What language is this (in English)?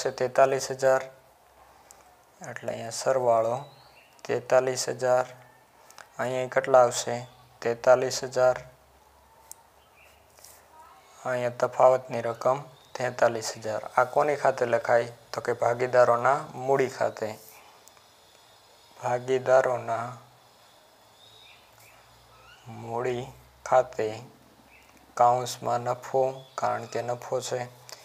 Gujarati